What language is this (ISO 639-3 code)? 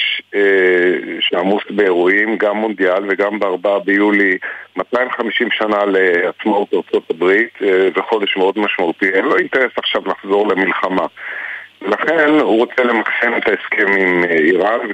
heb